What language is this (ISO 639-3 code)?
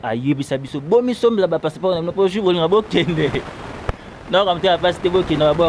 lin